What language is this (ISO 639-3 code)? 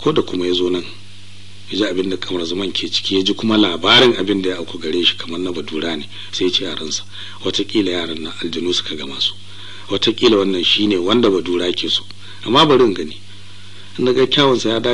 hau